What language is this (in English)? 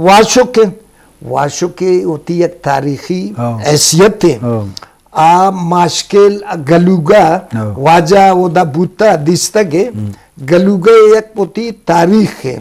Eastern Balochi